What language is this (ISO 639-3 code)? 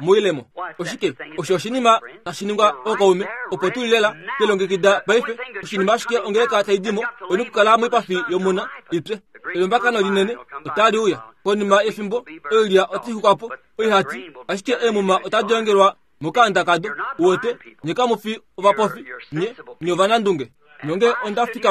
kua